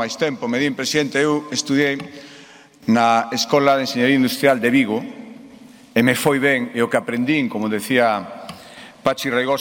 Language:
Galician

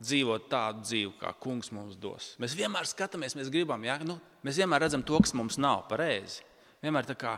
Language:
Latvian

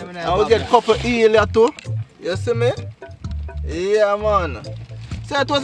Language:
Jamaican Creole English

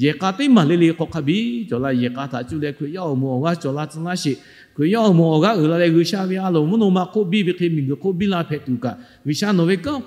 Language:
Lahu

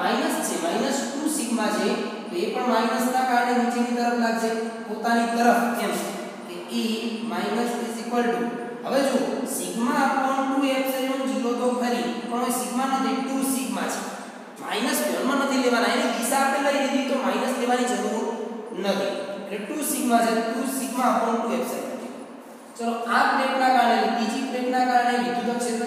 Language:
Gujarati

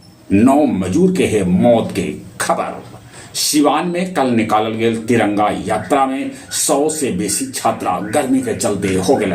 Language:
Magahi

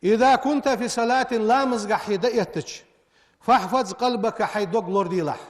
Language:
Ingush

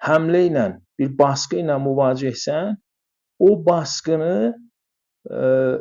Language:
South Azerbaijani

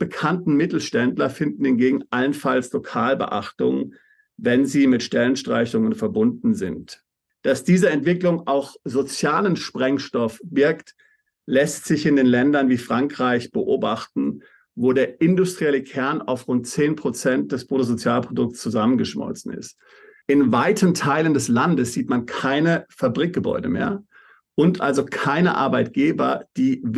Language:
German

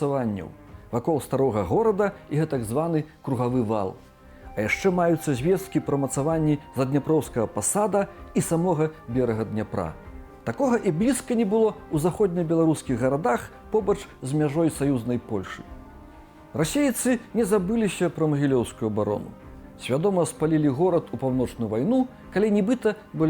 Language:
Belarusian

